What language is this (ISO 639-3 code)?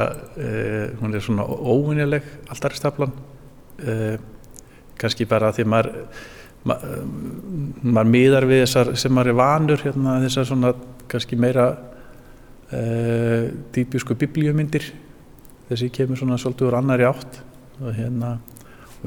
isl